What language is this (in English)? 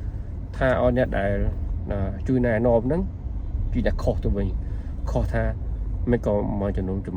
Khmer